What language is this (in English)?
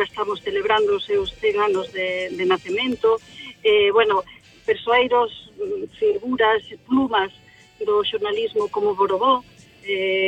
Galician